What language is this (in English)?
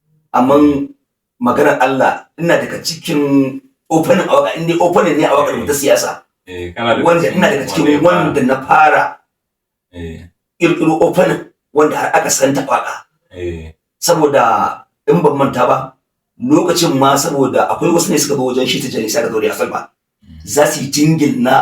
Hausa